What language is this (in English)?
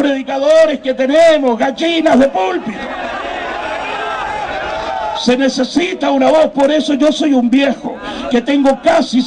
Spanish